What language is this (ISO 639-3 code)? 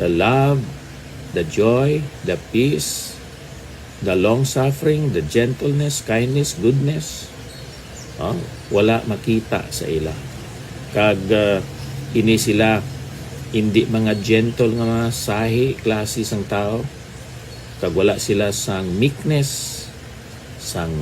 hil